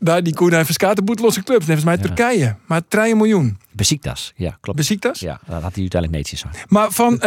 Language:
Western Frisian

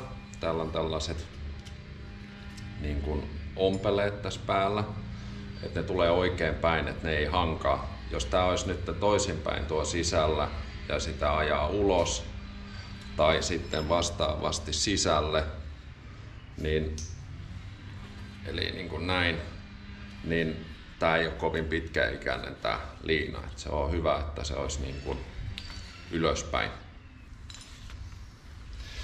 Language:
Finnish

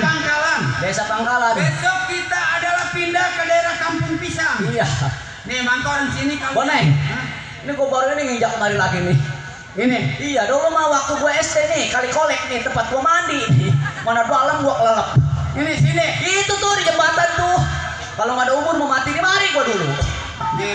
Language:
Betawi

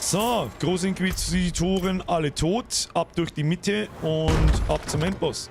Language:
Bavarian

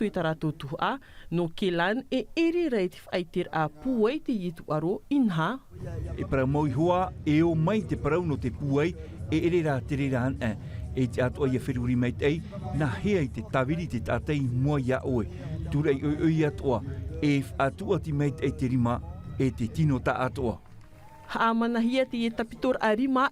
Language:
Tahitian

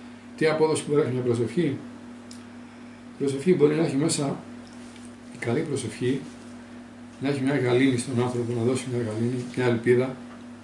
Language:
Greek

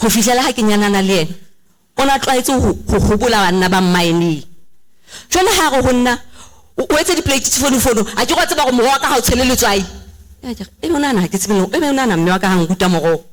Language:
Southern Sotho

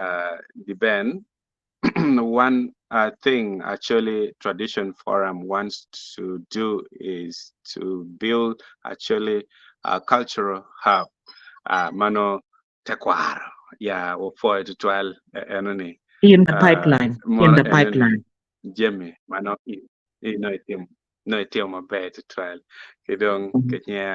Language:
Acoli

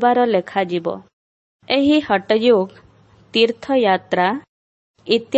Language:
Odia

